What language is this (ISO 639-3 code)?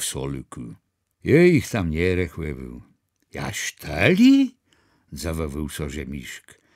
csb